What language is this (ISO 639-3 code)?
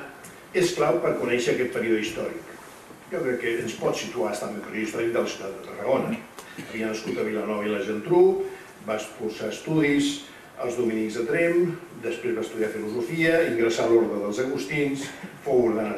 cat